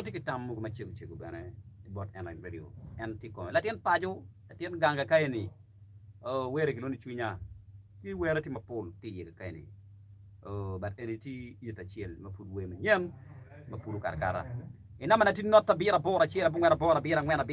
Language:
Acoli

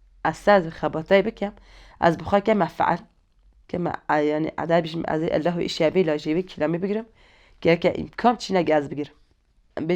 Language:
Kurdish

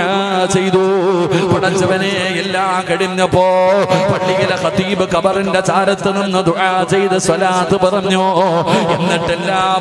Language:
Malayalam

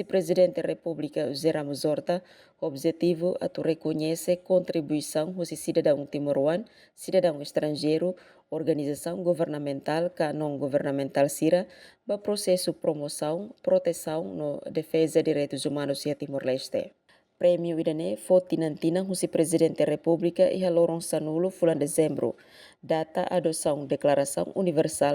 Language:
Tetum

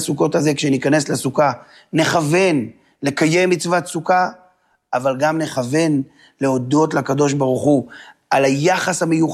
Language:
Hebrew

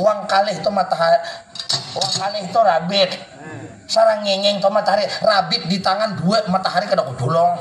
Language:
Banjar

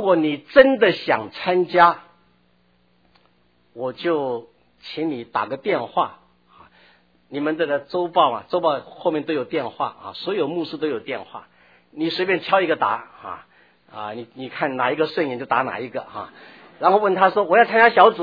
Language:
Chinese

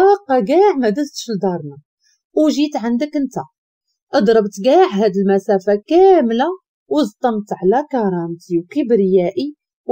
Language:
Moroccan Arabic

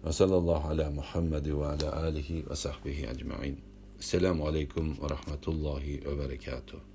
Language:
Uyghur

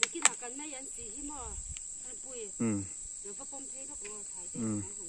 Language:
Mizo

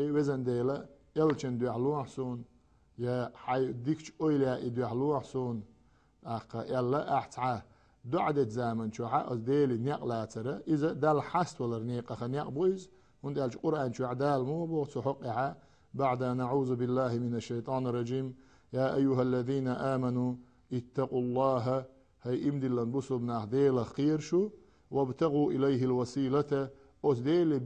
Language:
Chechen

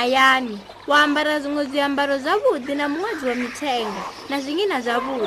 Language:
Venda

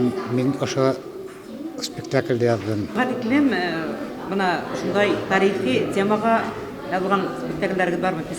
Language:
Bashkir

